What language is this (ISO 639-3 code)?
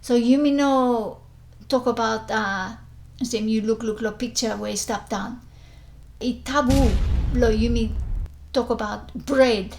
bis